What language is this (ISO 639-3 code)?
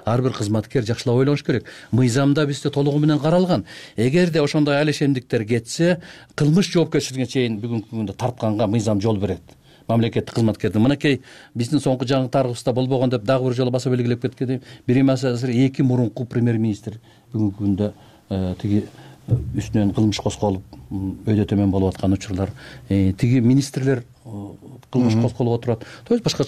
kir